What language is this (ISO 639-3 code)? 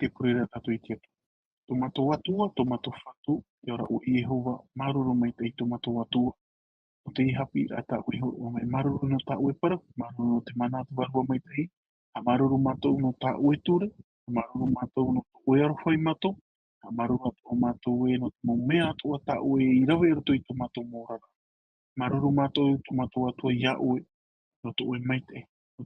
tah